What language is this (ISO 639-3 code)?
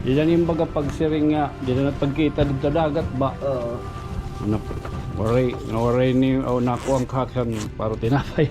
war